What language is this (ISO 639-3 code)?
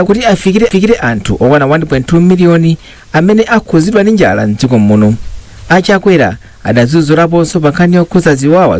nya